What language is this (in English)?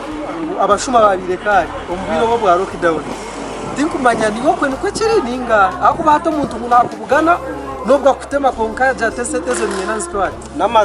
Nyankole